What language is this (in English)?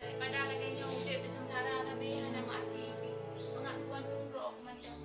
Achinese